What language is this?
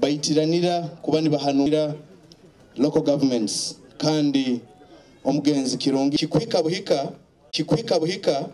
Nyoro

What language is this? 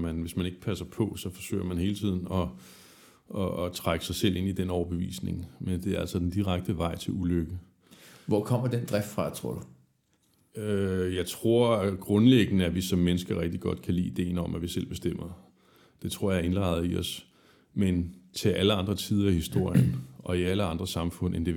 Danish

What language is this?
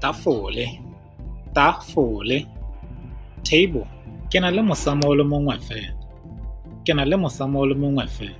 Tswana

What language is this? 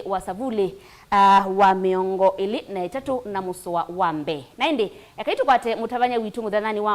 Kamba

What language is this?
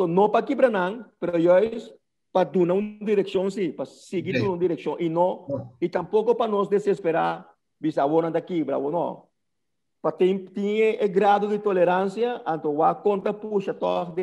Papiamento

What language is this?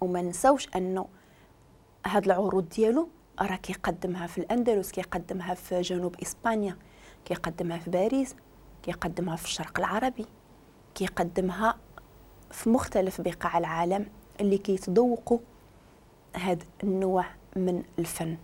Moroccan Arabic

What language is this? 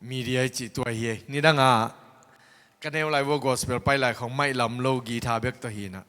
Tedim Chin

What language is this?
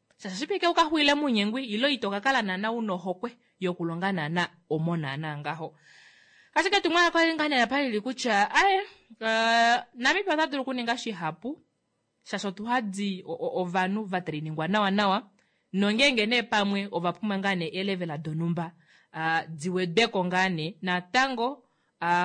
Kuanyama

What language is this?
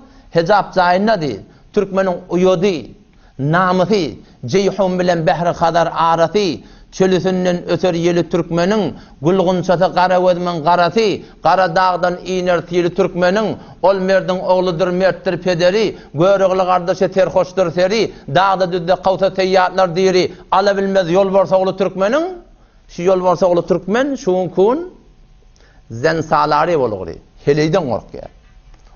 Turkmen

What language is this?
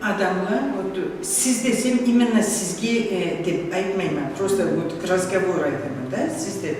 Karachay-Balkar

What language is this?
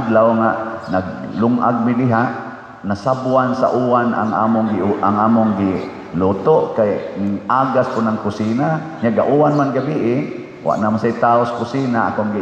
Cebuano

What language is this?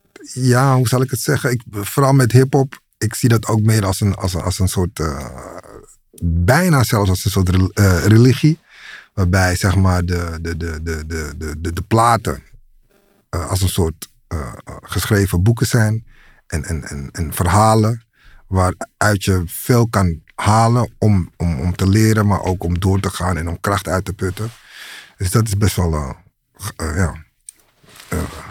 Dutch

